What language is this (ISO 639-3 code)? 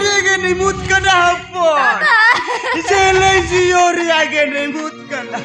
sat